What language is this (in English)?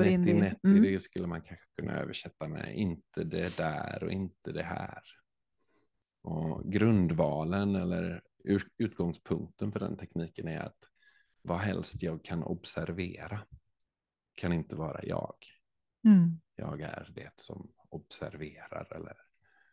Swedish